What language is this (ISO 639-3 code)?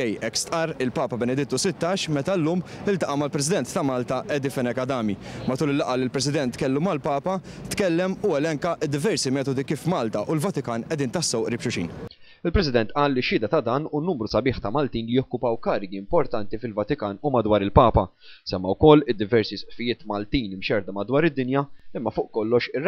mlt